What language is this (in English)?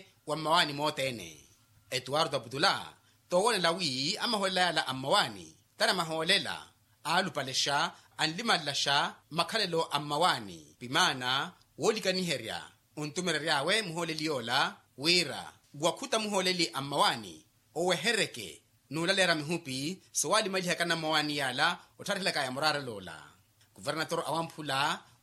Makhuwa